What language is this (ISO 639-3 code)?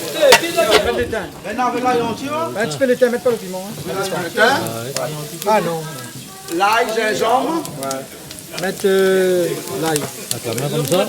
rcf